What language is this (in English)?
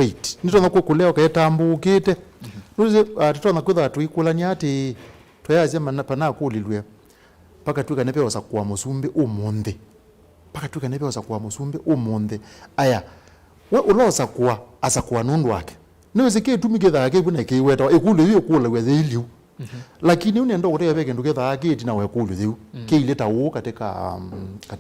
Kamba